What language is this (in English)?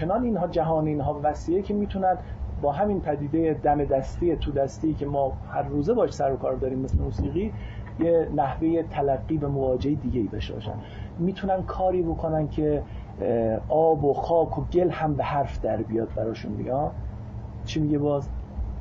Persian